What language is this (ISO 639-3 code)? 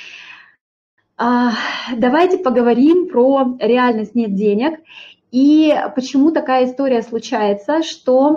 rus